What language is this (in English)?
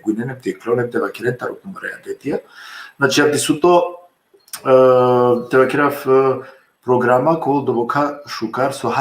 Balkan Romani